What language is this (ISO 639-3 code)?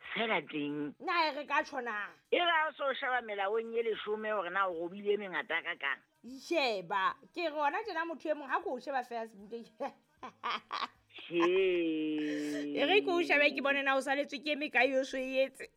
sot